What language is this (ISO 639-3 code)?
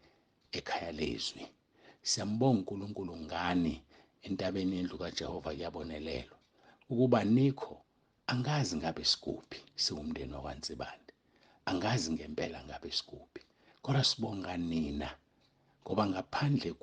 zul